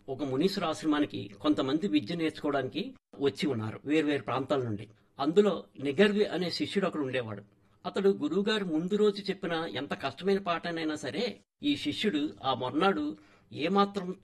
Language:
Telugu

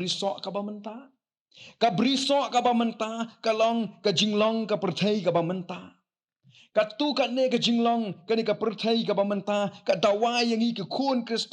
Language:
Khasi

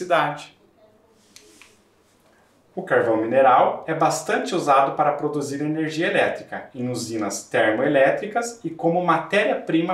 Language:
Portuguese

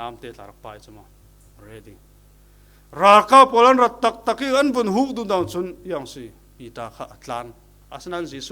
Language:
Falam Chin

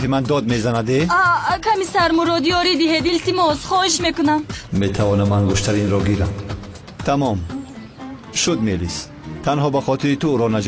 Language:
Tajik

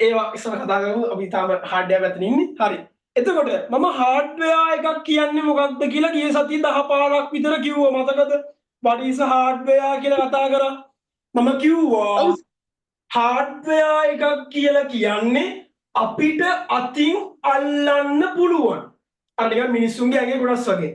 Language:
Sinhala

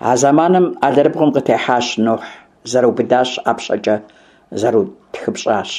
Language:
Kabardian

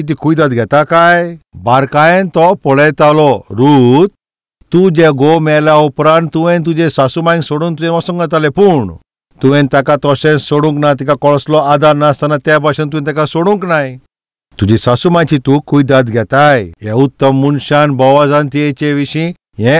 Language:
Konkani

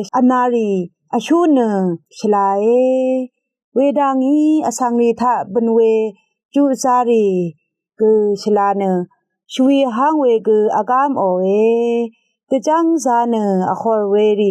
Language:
Rawang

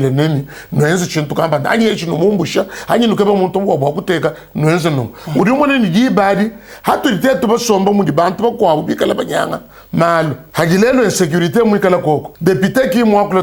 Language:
Luba-Lulua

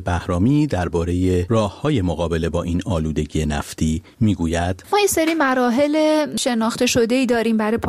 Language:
Persian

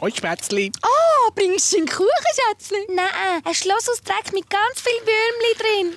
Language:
Swiss German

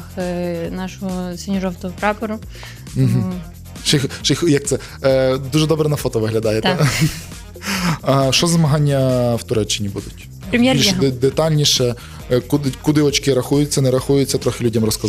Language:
Ukrainian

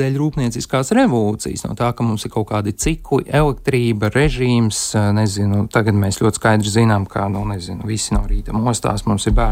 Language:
Latvian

